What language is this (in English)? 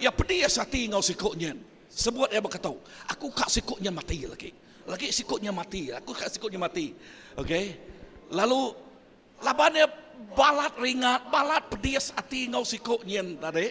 Iban